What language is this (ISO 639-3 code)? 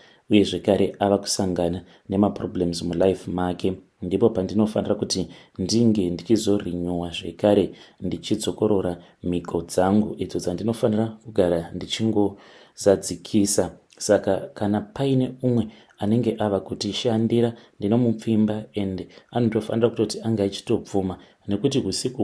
sna